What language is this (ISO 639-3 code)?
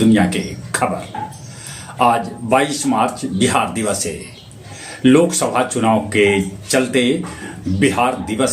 mag